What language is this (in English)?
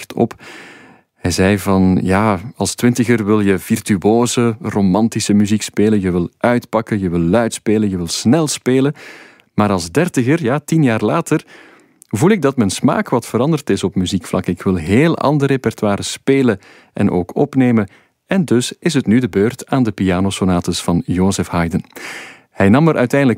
Dutch